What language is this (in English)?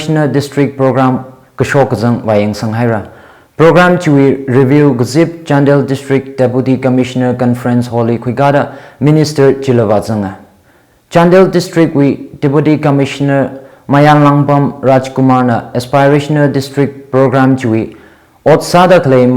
Tangkhul Naga (India)